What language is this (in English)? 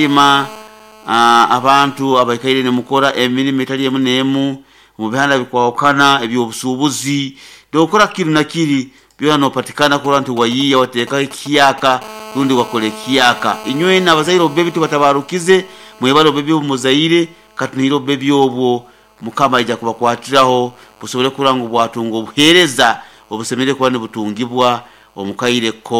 Nyoro